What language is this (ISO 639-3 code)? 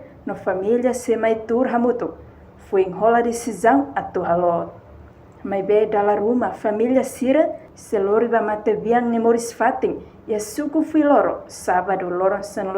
tet